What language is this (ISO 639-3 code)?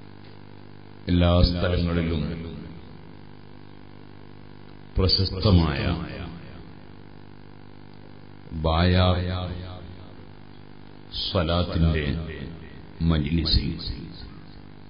mal